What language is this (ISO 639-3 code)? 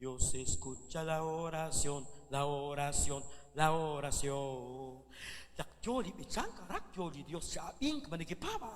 kek